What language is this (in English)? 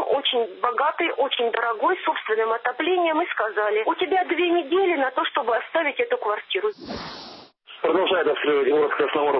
Russian